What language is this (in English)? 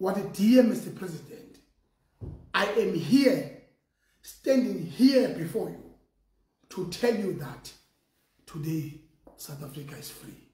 Zulu